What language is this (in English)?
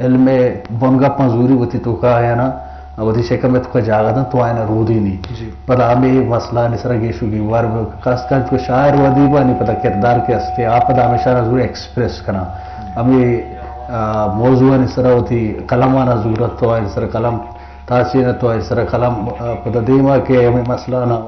Eastern Balochi